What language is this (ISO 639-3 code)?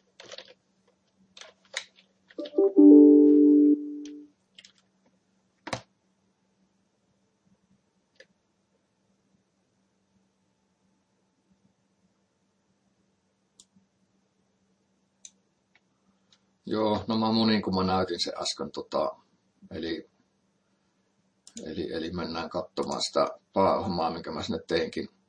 fin